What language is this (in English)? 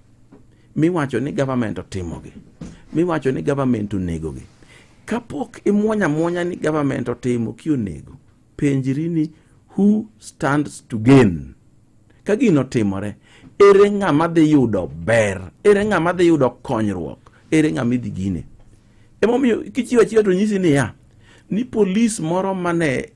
Luo (Kenya and Tanzania)